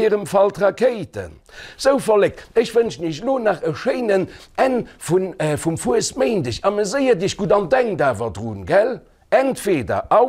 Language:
Luxembourgish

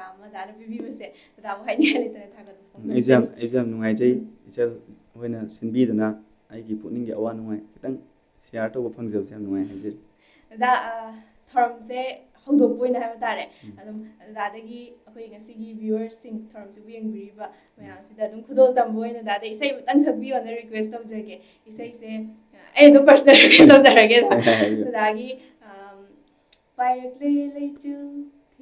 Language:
Manipuri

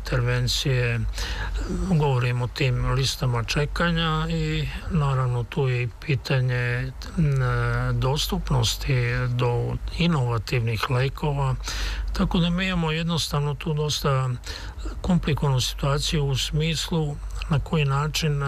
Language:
Serbian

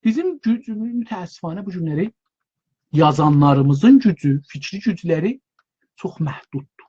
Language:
South Azerbaijani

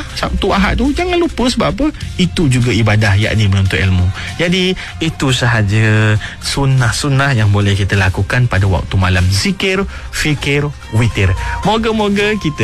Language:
Malay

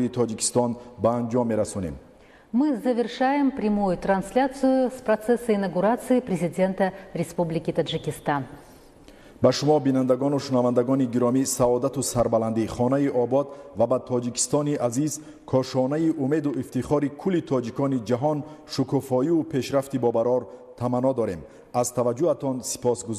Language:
Tajik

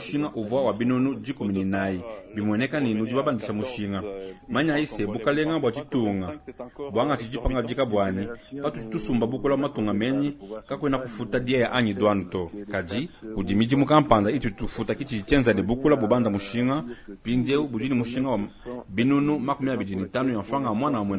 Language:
Luba-Lulua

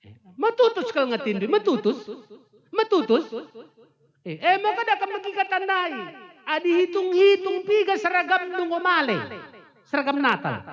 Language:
Batak Karo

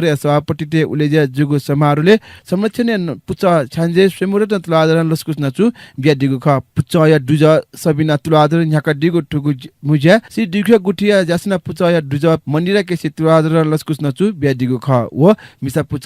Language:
Newari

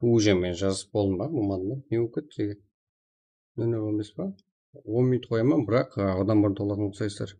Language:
Kara-Kalpak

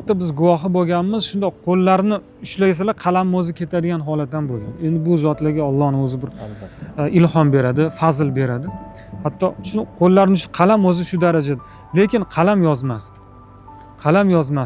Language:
Uzbek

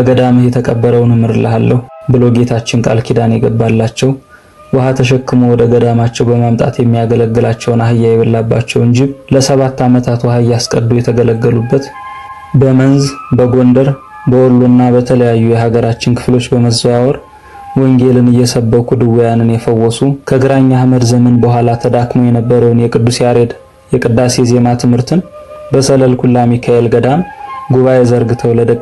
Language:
Amharic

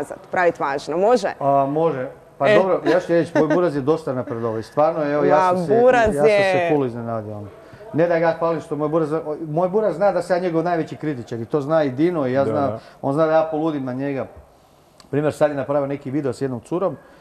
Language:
Croatian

